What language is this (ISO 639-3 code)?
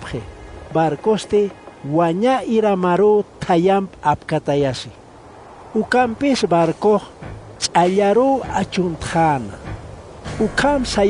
aym